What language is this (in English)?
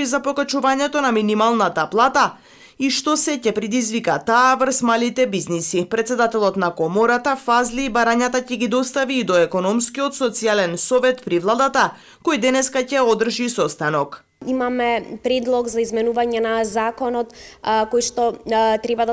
Macedonian